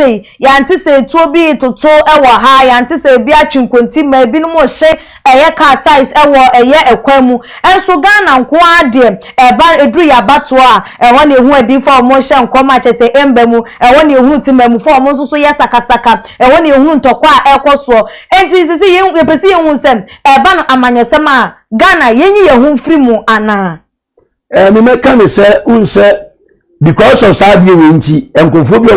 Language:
Akan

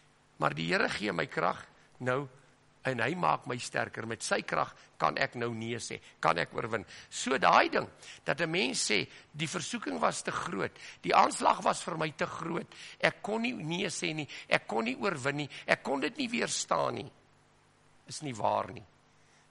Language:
Afrikaans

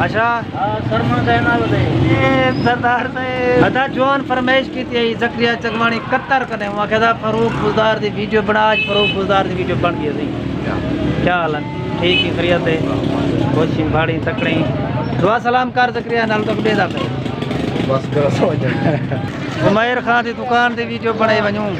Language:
Saraiki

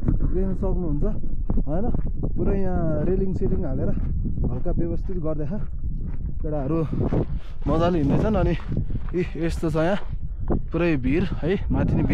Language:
Nepali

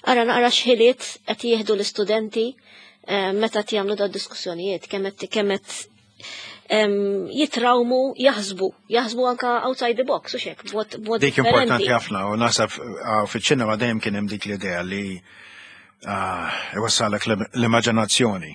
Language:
Maltese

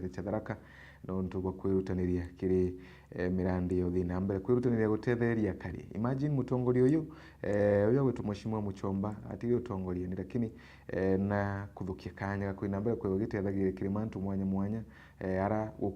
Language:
Meru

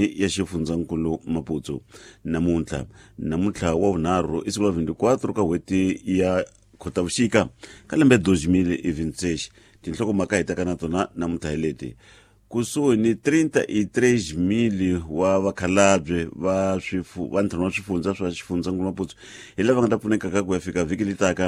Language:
Tsonga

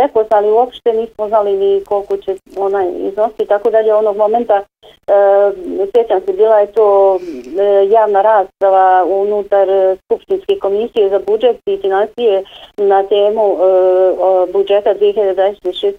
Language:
Bosnian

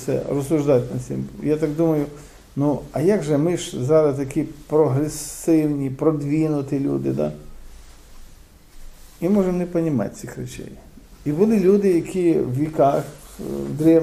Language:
Ukrainian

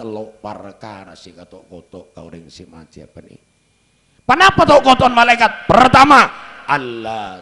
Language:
Madurese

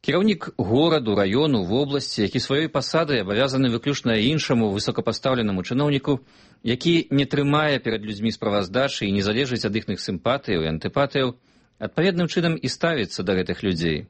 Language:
Belarusian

